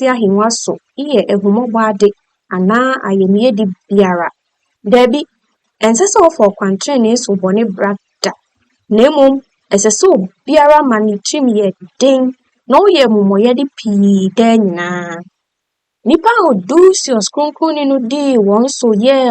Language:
Akan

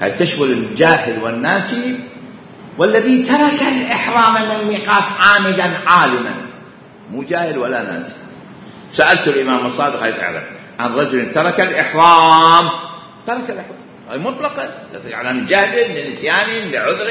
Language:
Mesopotamian Arabic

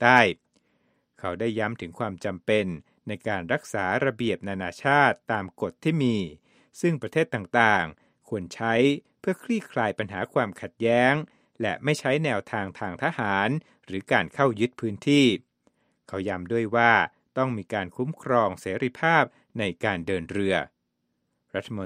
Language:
Thai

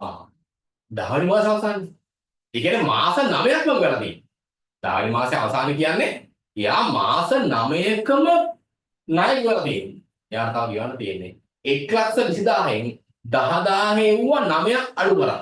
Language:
Sinhala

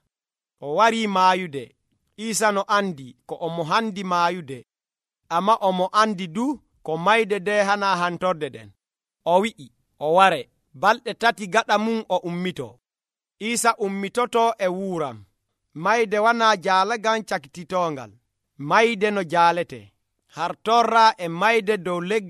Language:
Nigerian Fulfulde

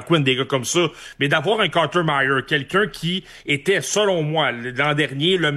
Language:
French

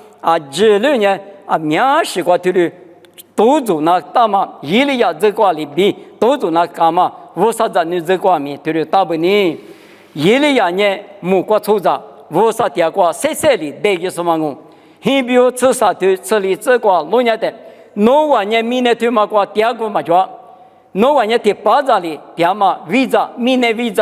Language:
Lisu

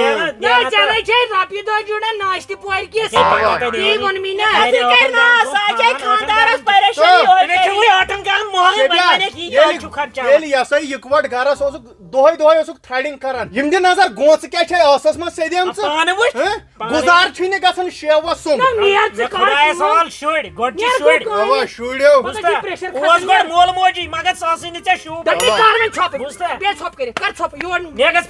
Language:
Kashmiri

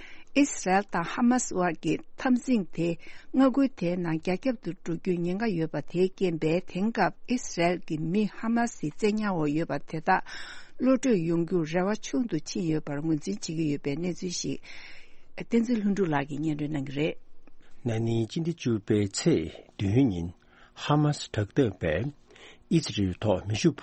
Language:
Tibetan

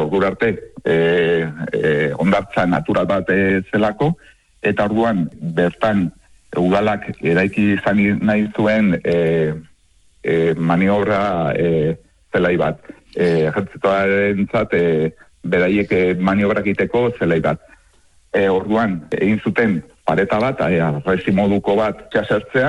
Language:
Basque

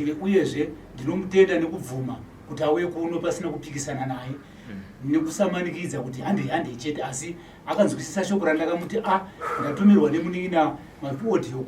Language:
Shona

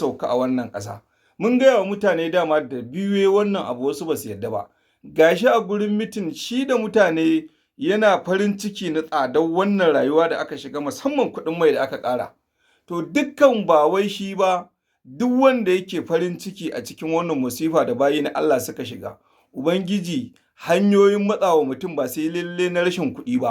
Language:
Hausa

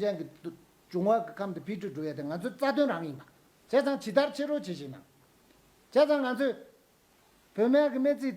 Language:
Tibetan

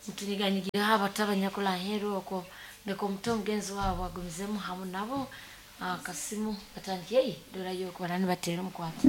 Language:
Nyoro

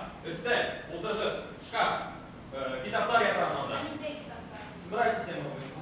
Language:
Bashkir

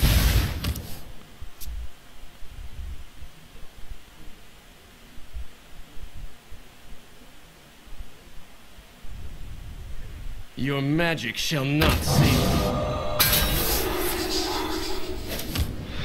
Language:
Czech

